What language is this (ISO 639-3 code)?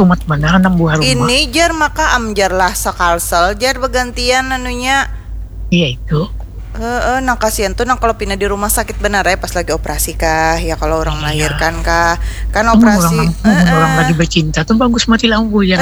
bjn